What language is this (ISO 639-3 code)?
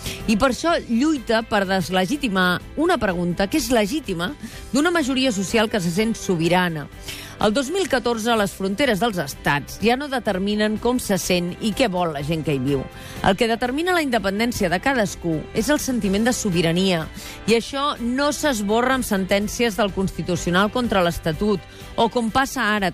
cat